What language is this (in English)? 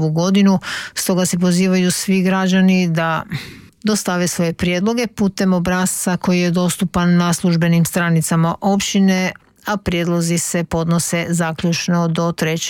Croatian